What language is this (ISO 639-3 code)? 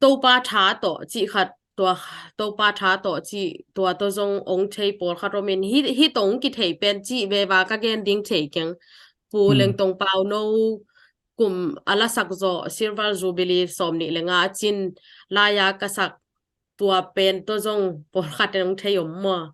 ctd